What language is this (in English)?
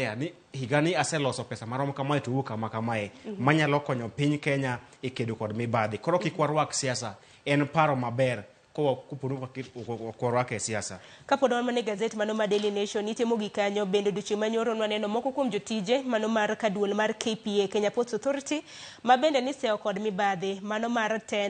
Luo (Kenya and Tanzania)